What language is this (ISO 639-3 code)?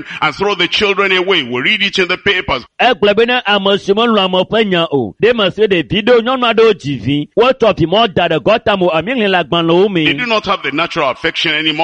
ewe